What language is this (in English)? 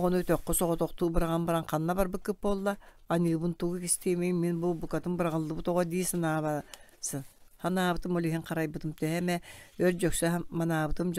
Yakut